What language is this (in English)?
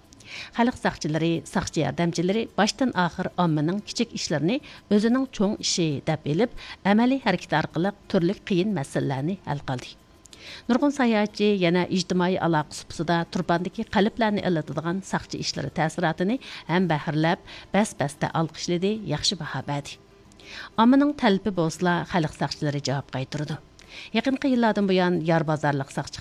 Uyghur